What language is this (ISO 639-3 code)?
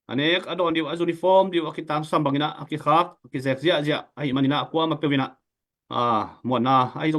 ctd